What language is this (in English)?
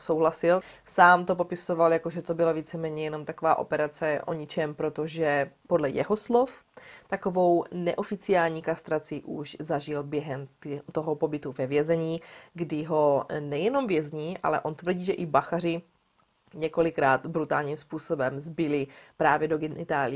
Czech